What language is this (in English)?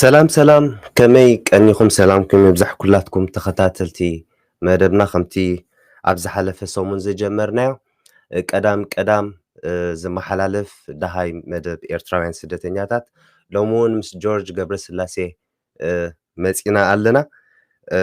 Tigrinya